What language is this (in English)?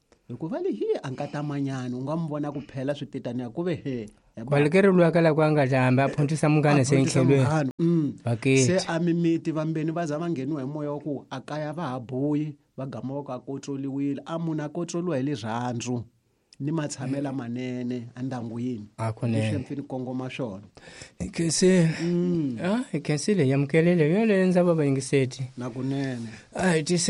Tsonga